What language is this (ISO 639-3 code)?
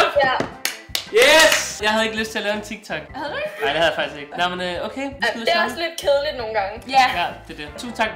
dan